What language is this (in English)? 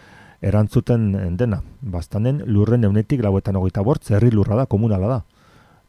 Basque